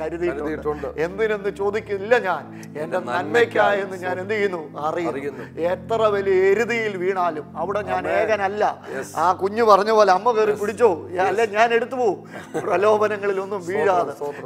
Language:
Malayalam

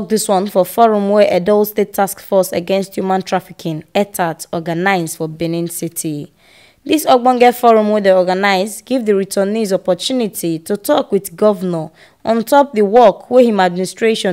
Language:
Nigerian Pidgin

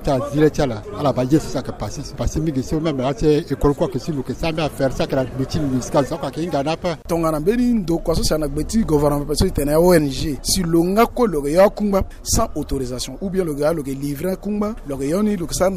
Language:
Sango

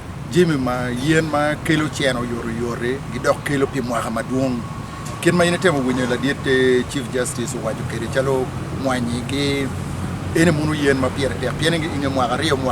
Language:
Acoli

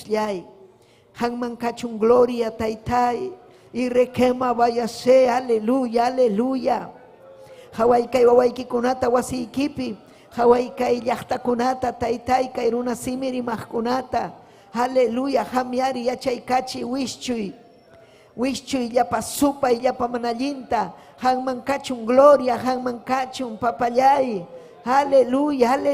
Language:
Ayacucho Quechua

